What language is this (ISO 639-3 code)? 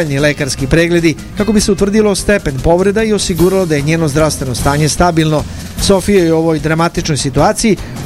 srp